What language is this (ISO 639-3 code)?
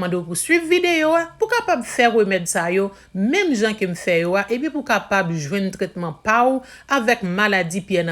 hat